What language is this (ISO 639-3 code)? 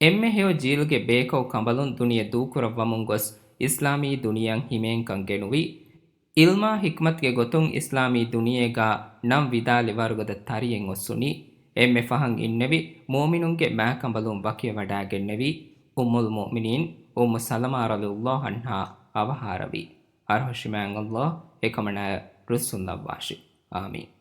div